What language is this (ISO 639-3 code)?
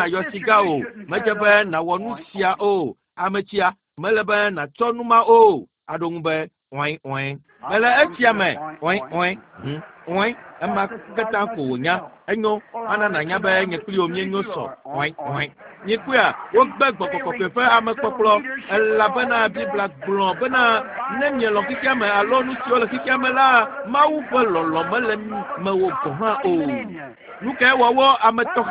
ewe